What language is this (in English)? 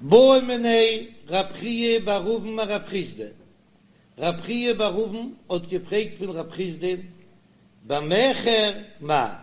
Yiddish